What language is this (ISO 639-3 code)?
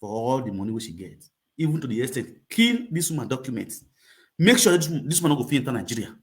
pcm